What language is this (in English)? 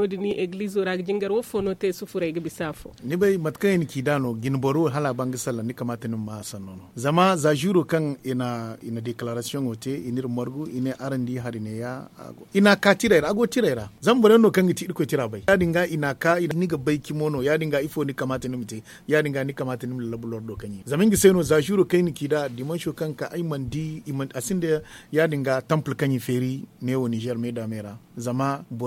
Zarma